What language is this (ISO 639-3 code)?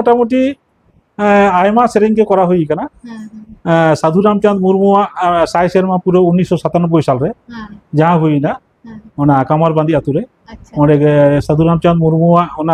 sat